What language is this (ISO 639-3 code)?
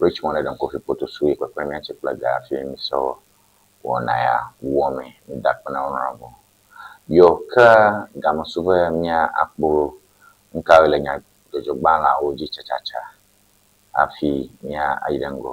ewe